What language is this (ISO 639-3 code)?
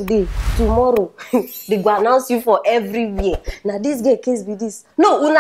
pcm